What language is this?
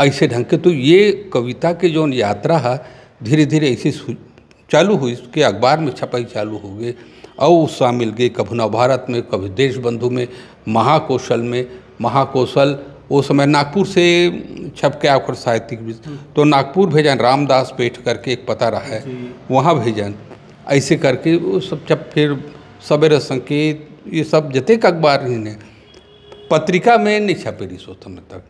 Chhattisgarhi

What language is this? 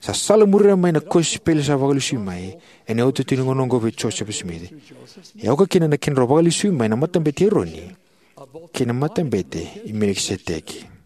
Fijian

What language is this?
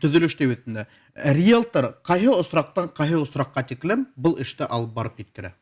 Bashkir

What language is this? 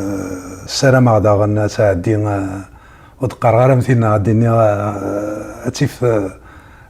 Kabyle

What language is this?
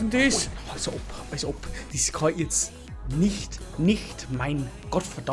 Bavarian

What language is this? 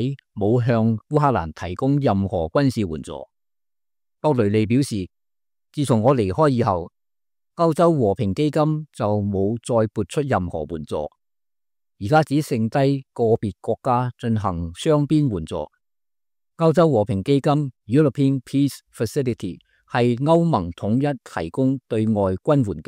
Cantonese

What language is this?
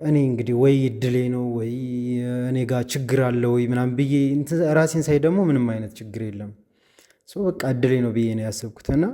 Amharic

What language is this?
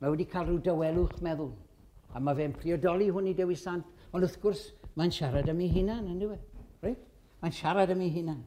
Welsh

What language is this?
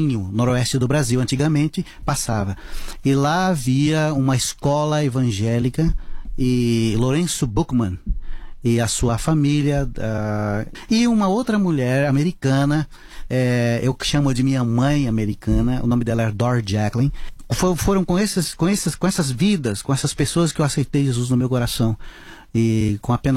Portuguese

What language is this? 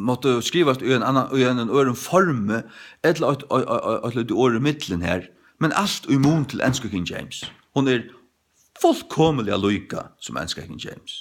Faroese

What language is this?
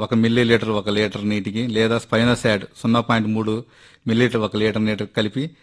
Telugu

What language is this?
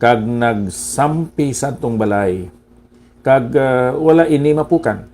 Hiligaynon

